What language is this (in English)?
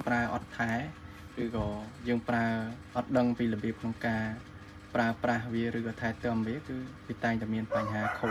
Khmer